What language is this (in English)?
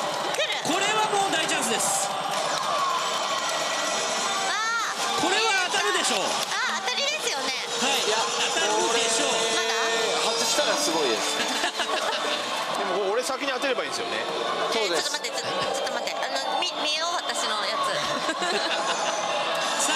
Japanese